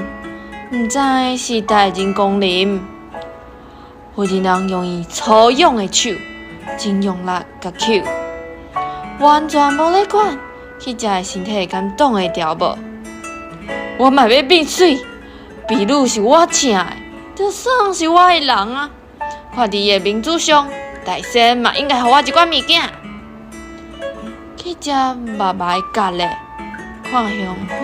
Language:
Min Nan Chinese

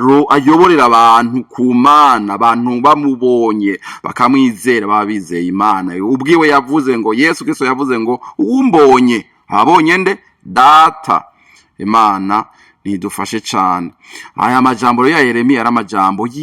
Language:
Rundi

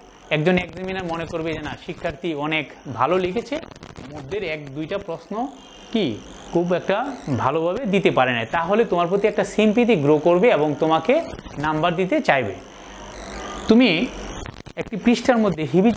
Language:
Bangla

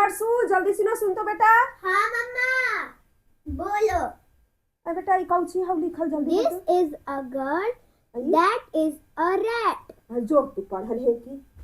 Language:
Magahi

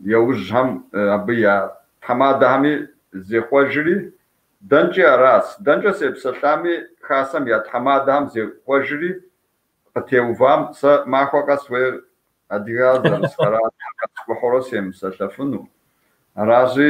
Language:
Kabardian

